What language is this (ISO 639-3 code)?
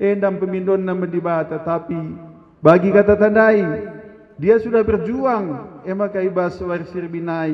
btx